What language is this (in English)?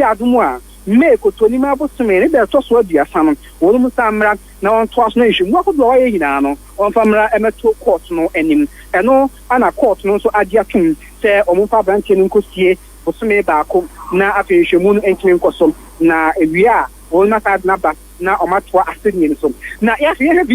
Akan